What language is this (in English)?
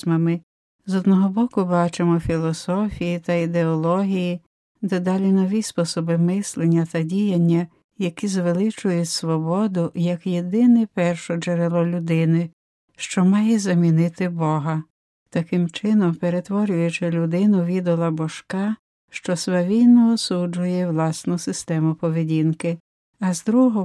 Ukrainian